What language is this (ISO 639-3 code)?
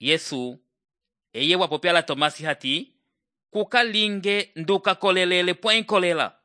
umb